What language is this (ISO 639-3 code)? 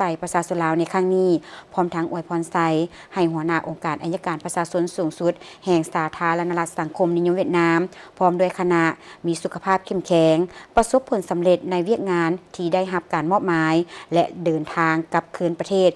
lao